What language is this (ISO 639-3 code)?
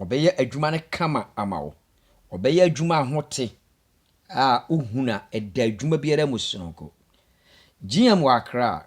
aka